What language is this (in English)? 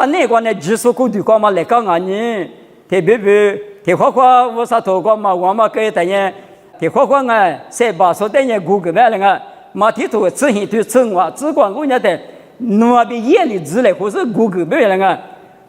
Lisu